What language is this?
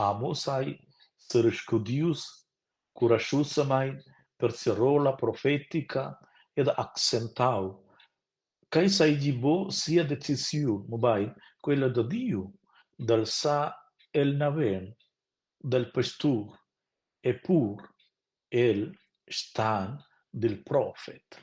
Romansh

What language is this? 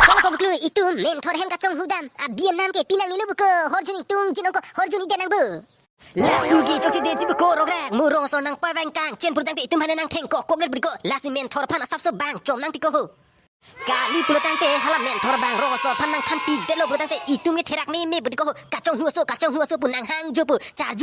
Karbi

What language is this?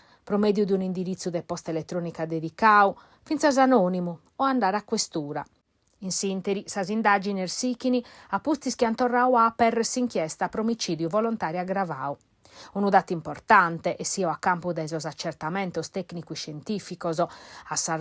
Sardinian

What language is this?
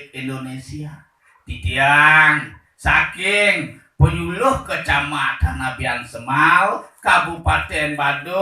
Balinese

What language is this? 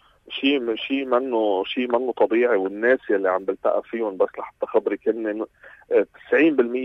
North Levantine Arabic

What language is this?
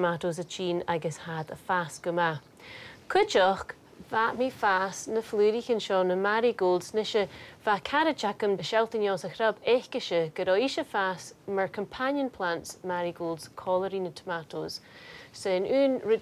Scottish Gaelic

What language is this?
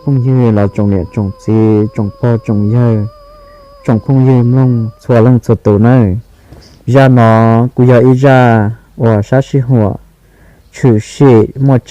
Hmong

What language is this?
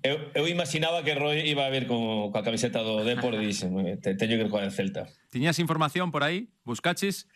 Galician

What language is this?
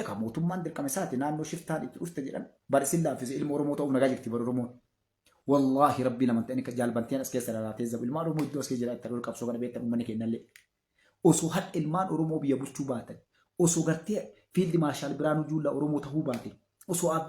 Oromo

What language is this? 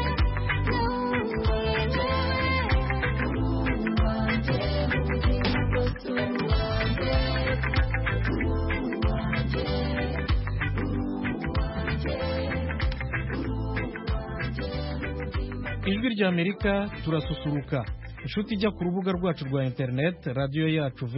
Kinyarwanda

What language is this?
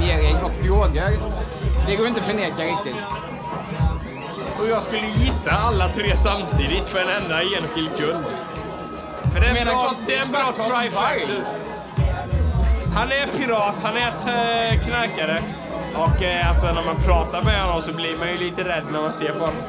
Swedish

